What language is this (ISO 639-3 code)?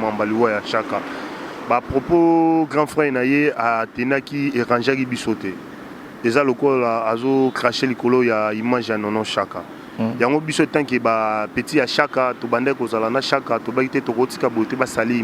lin